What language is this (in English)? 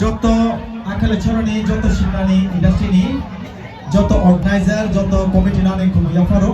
Kok Borok